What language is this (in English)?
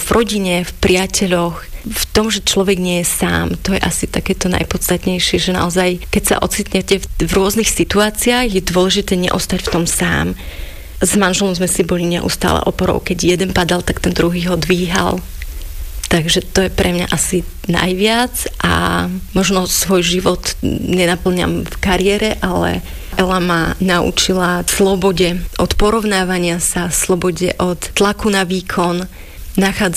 Slovak